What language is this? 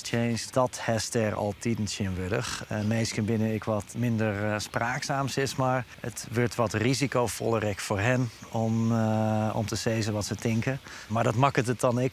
Western Frisian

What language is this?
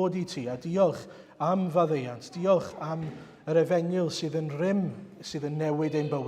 Welsh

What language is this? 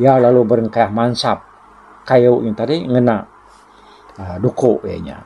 Iban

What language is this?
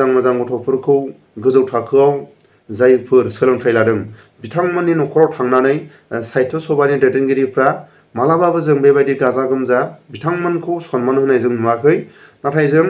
Bodo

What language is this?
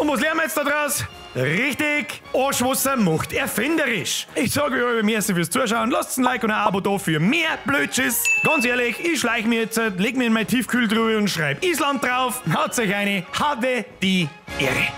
Bavarian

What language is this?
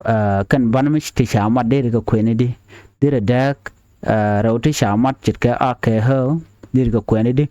Nuer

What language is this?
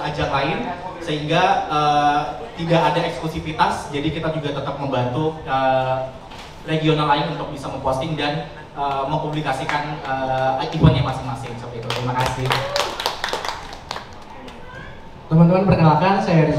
Indonesian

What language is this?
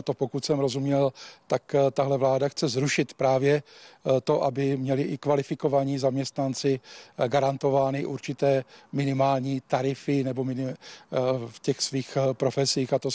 Czech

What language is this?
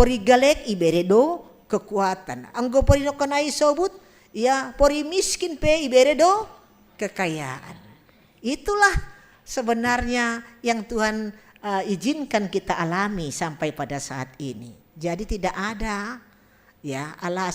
Batak Simalungun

